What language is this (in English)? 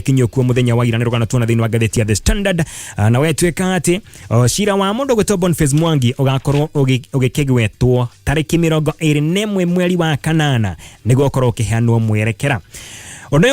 Kikuyu